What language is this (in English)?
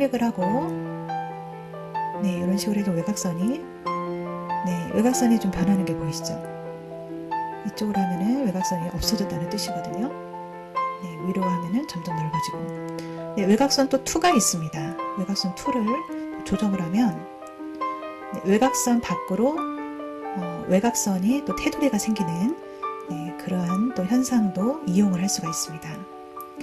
Korean